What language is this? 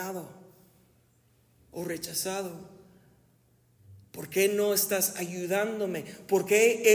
Spanish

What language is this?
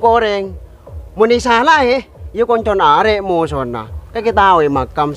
Madurese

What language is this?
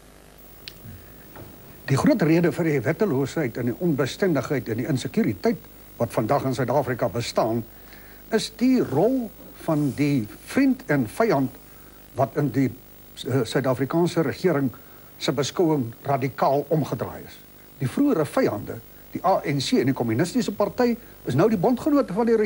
Afrikaans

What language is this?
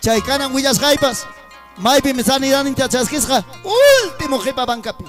Ayacucho Quechua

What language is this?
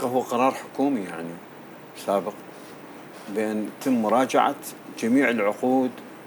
North Levantine Arabic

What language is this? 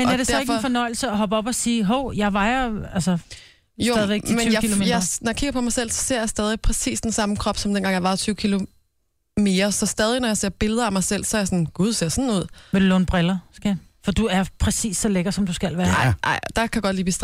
Danish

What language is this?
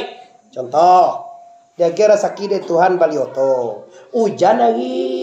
Minangkabau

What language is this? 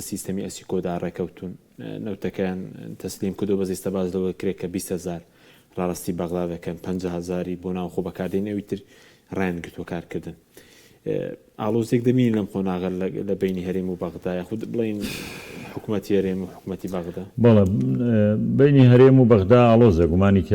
Central Kurdish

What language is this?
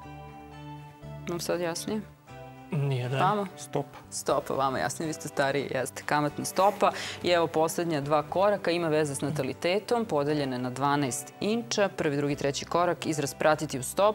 Serbian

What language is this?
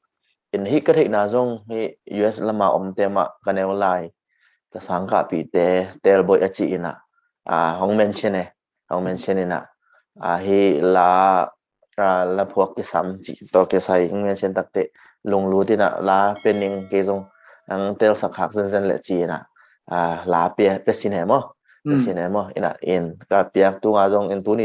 Tedim Chin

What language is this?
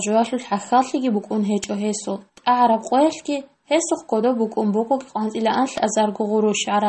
Avaric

